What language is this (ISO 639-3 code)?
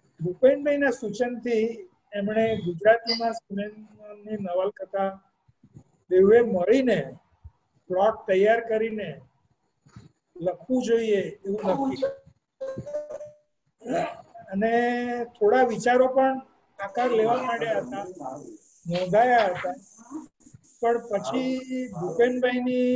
guj